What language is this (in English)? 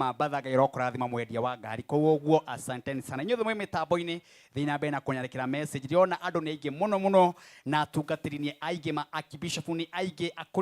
Kikuyu